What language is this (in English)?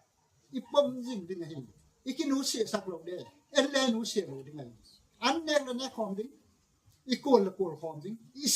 Gangte